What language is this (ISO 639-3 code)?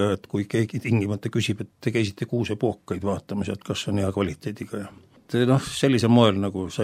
est